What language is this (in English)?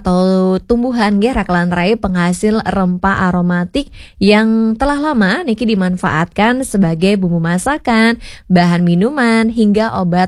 Balinese